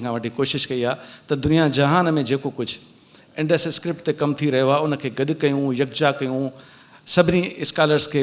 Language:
Sindhi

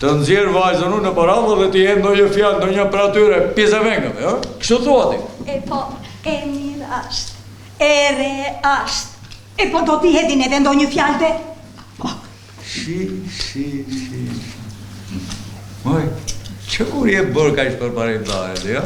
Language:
Albanian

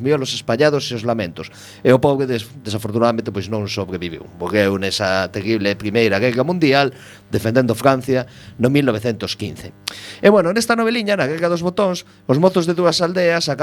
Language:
Galician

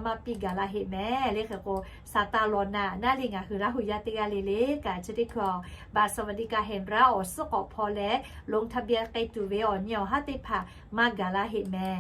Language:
Lahu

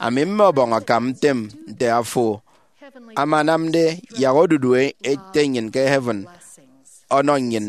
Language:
Efik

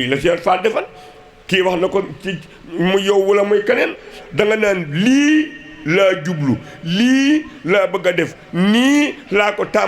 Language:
Wolof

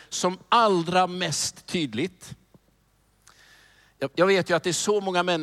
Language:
Swedish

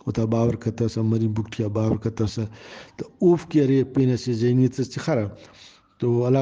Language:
Brahui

